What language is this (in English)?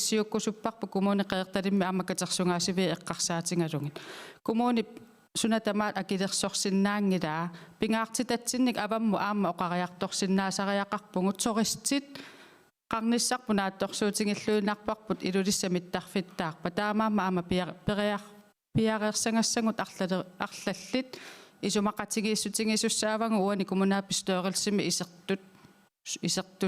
Kalaallisut